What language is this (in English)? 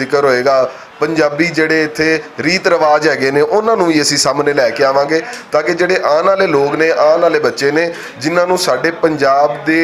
Western Panjabi